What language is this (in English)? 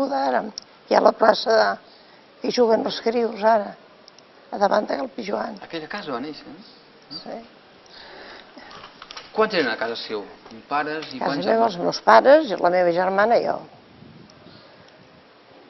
Catalan